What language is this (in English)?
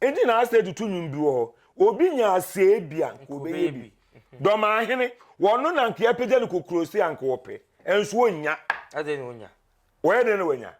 Akan